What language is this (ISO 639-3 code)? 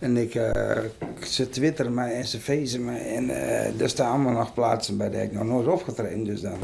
fry